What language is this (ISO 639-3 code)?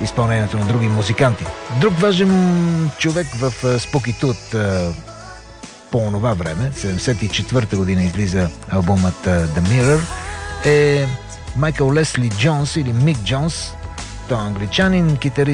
bul